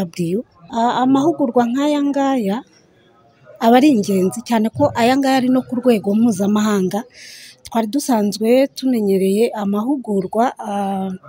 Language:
Kinyarwanda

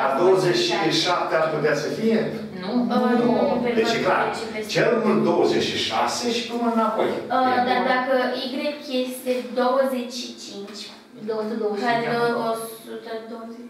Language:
Romanian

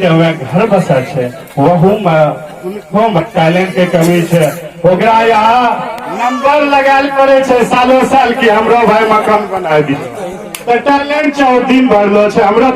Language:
Angika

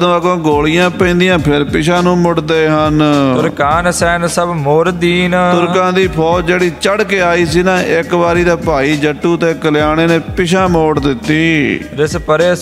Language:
Punjabi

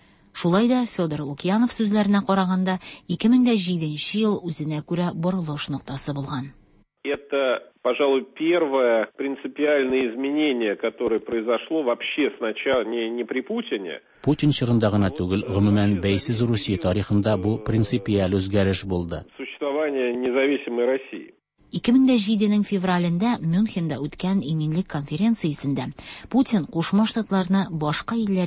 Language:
Tatar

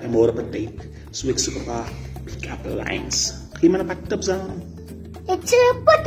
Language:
Afrikaans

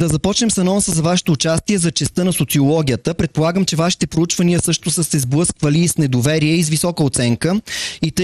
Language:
Bulgarian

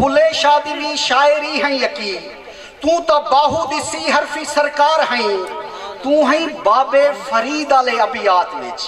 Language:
Saraiki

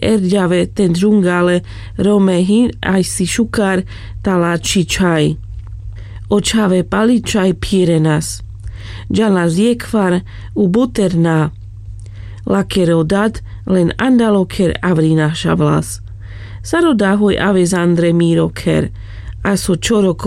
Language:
Carpathian Romani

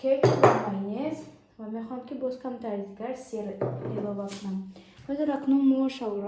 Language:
Tajik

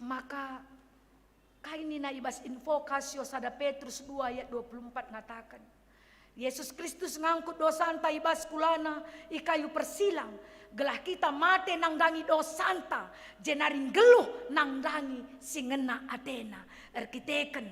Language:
Batak Karo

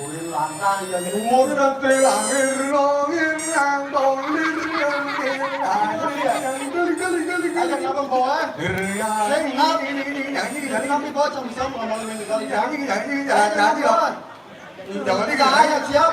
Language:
Balinese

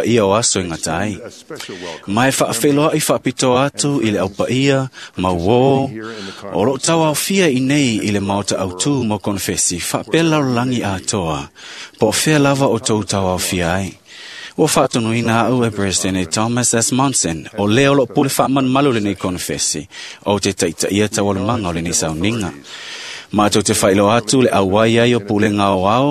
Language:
Samoan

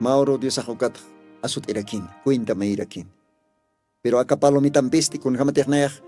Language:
Aymara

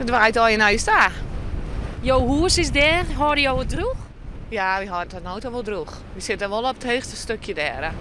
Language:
Western Frisian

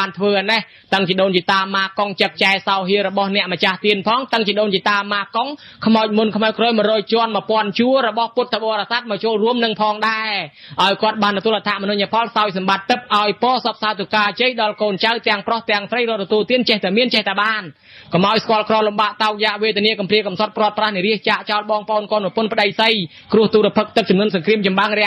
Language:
Khmer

